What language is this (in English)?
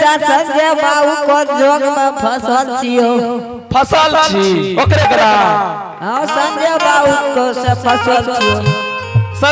Angika